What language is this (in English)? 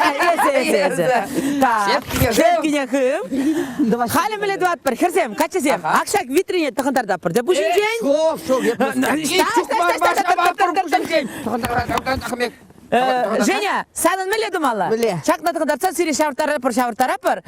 Chuvash